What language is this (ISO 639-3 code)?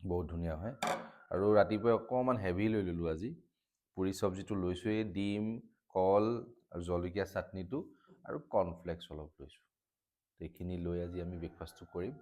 asm